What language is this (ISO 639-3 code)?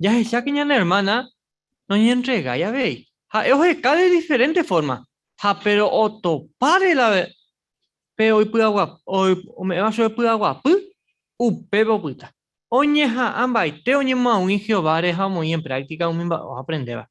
grn